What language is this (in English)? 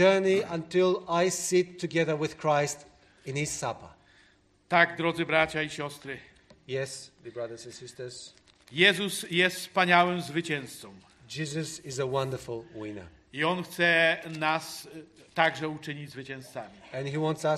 Polish